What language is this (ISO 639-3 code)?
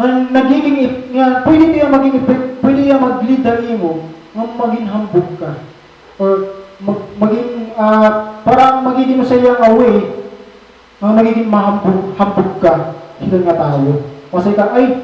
war